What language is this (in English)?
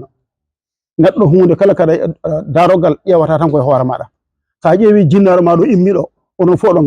Fula